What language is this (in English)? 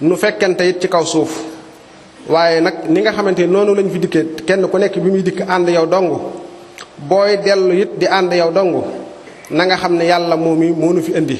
Wolof